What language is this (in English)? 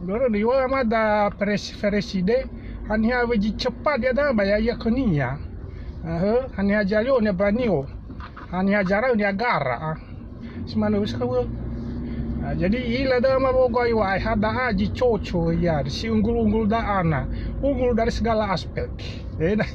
Nias